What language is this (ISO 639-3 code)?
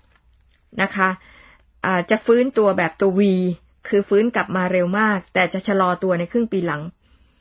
tha